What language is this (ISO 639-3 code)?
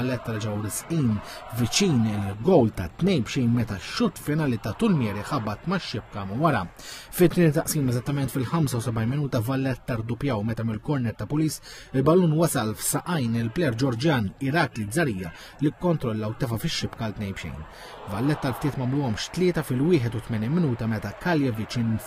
mlt